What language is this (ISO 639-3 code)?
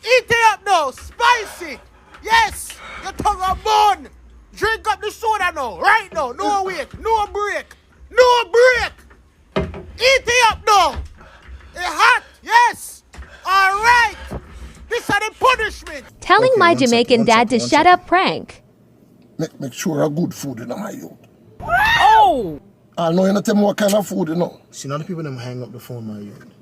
jam